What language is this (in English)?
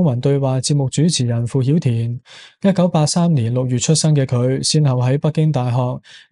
Cantonese